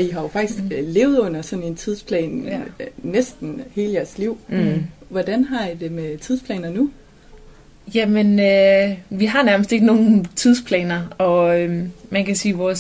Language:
Danish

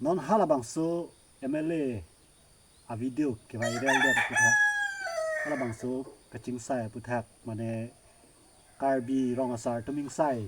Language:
Karbi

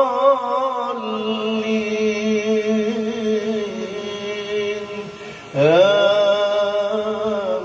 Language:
Maranao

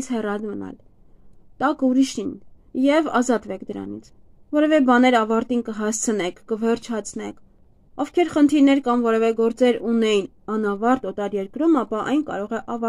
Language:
Armenian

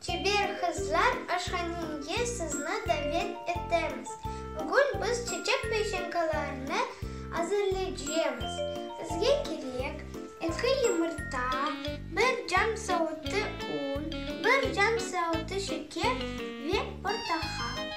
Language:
Crimean Tatar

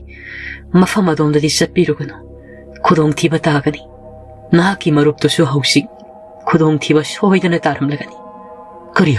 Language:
Manipuri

